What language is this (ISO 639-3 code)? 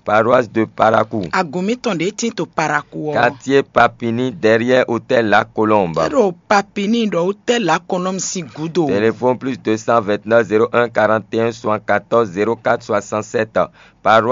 fon